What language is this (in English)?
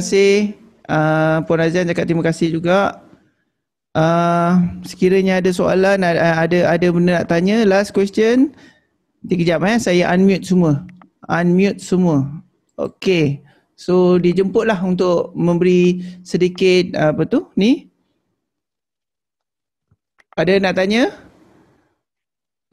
Malay